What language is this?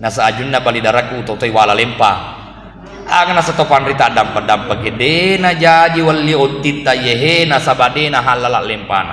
Buginese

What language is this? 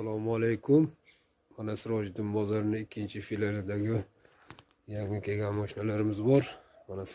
Uzbek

